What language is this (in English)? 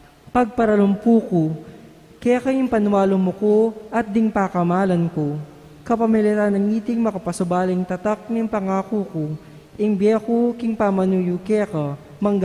Pampanga